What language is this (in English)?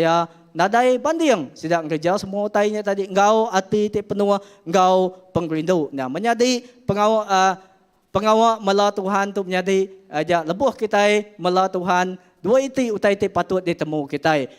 Iban